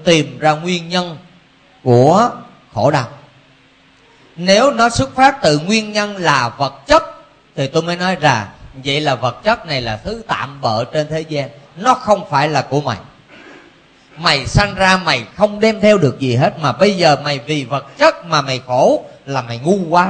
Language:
Vietnamese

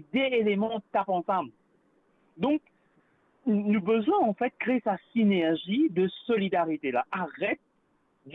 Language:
Morisyen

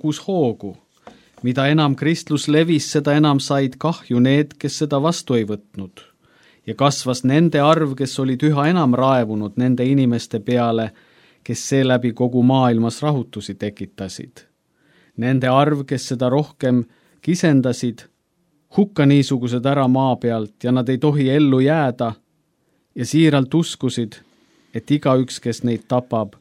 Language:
Estonian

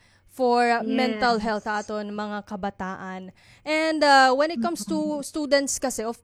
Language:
Waray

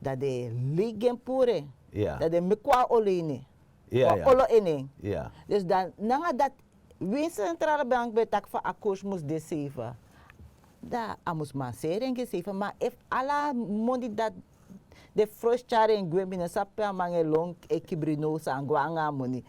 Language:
Sranan Tongo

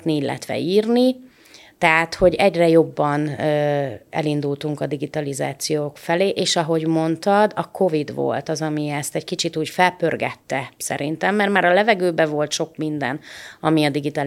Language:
Hungarian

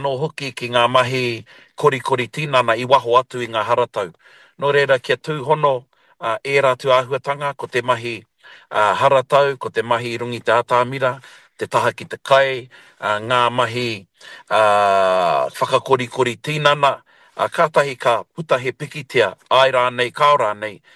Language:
Māori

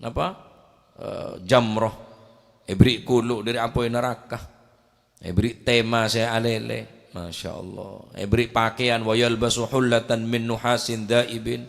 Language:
Madurese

